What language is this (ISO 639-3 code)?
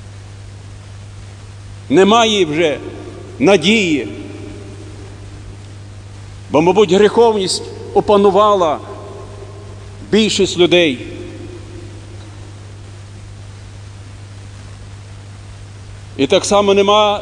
ukr